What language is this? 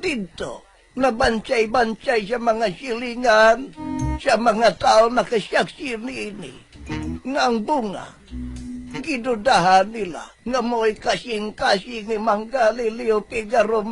Cebuano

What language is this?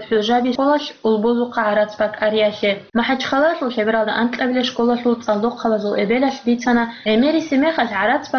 Avaric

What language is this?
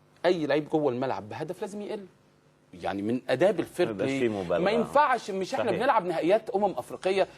Egyptian Arabic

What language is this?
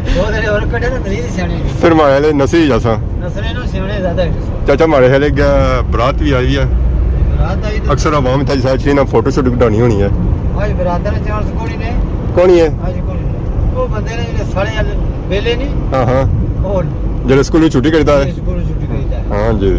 Pahari-Potwari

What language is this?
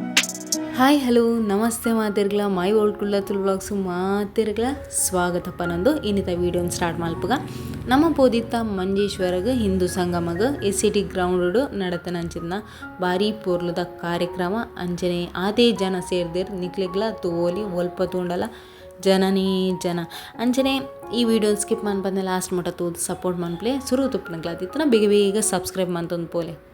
Tulu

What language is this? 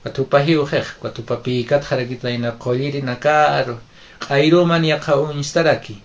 Aymara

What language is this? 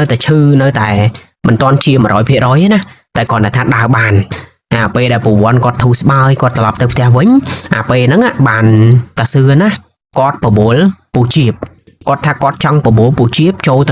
Khmer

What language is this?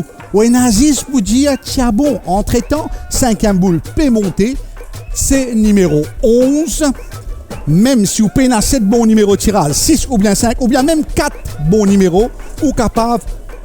Morisyen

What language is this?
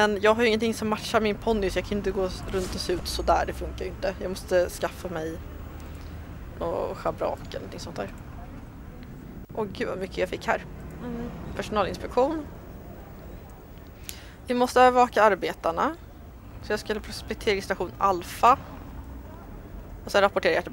Swedish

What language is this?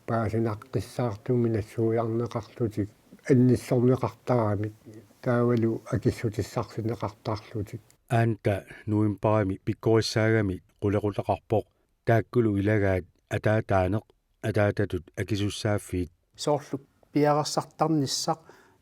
Kalaallisut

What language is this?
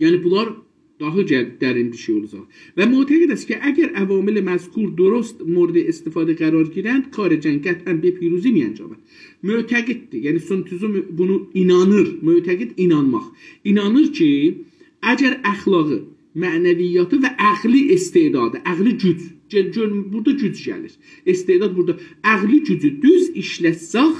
South Azerbaijani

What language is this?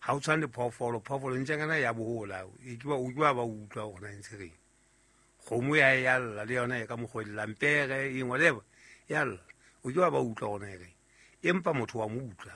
Southern Sotho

